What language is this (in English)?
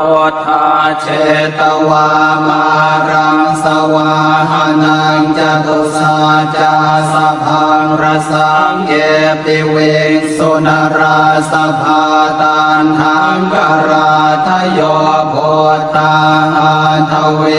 Pali